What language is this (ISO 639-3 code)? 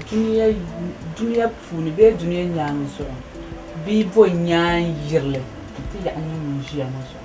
dag